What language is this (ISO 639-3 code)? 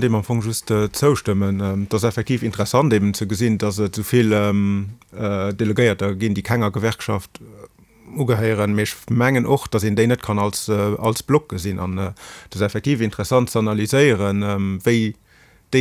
ltz